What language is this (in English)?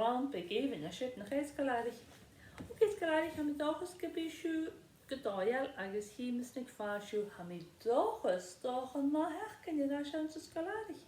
Scottish Gaelic